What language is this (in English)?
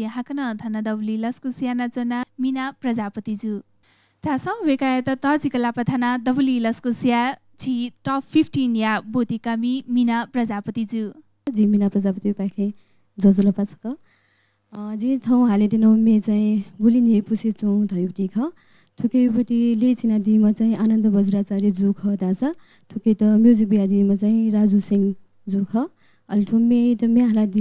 Newari